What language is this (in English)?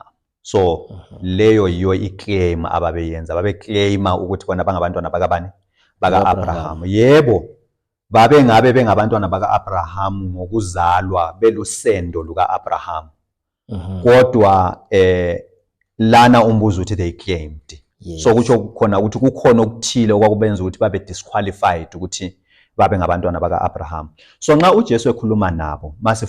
Zulu